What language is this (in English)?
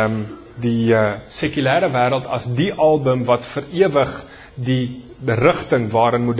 Afrikaans